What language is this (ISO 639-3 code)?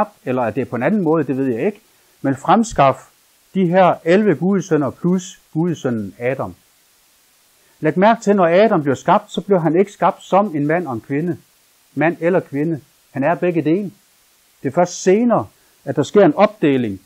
dan